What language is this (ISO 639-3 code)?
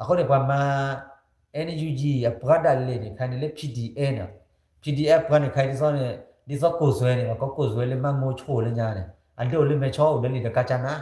ksw